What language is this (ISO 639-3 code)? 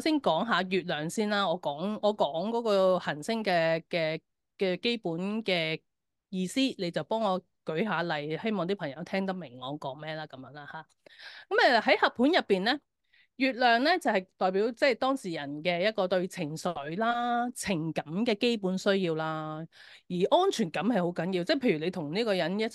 yue